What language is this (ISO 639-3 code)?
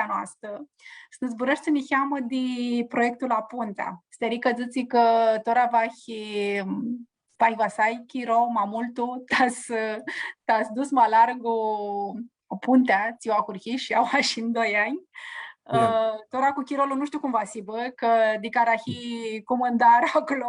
rup